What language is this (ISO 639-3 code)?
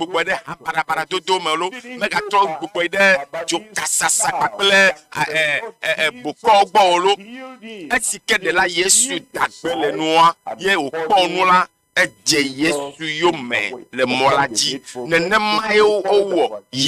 ewe